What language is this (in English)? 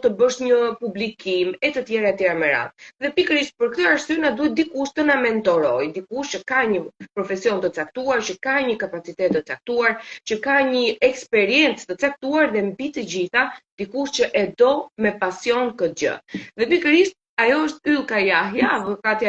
Albanian